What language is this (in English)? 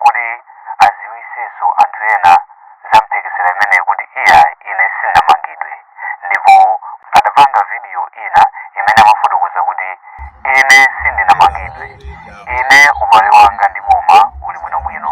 Nyanja